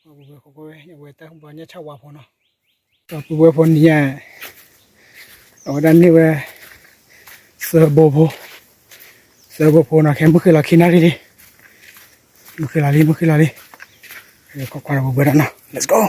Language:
S'gaw Karen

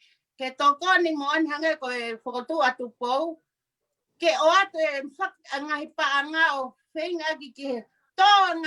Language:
Tongan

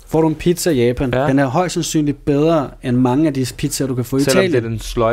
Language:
Danish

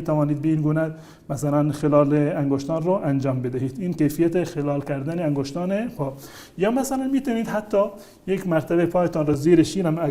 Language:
Persian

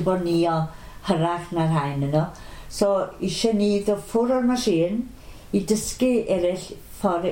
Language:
Welsh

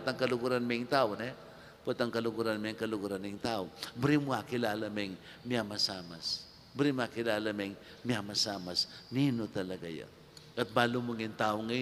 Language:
Pampanga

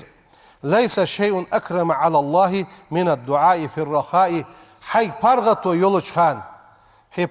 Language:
Ingush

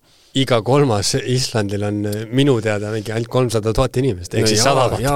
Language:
Estonian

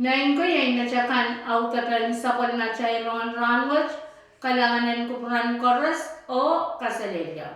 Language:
Pohnpeian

